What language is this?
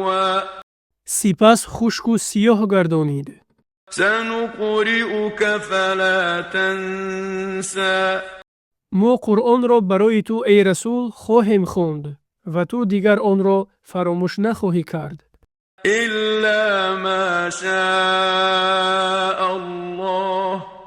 Tajik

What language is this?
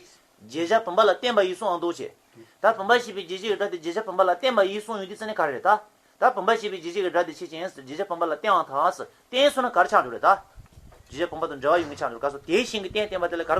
Tibetan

